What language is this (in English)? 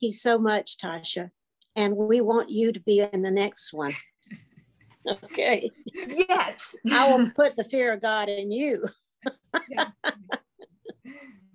English